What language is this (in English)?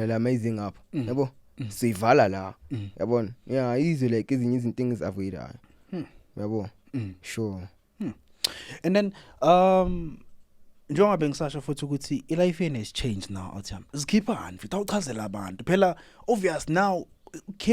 Zulu